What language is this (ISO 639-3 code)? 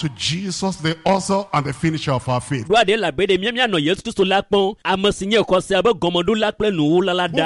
ewe